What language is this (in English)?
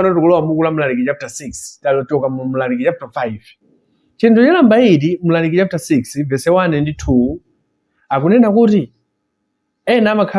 Nyanja